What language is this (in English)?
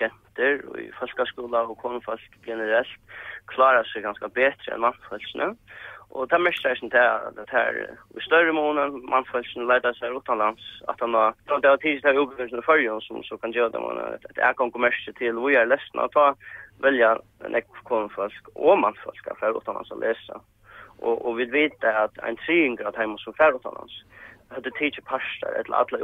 Faroese